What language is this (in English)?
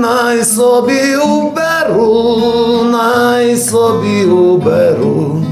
Rusyn